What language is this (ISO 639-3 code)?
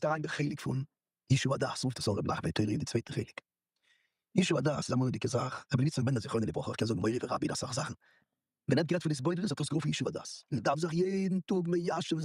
yid